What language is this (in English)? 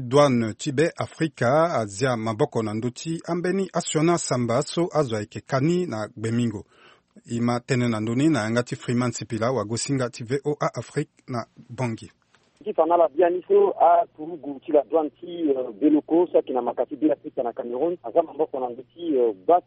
Sango